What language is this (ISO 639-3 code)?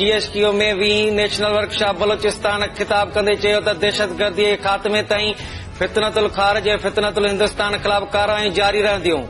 snd